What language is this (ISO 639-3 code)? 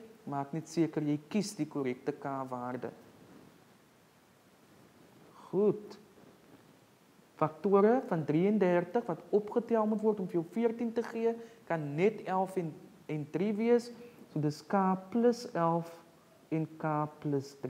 afr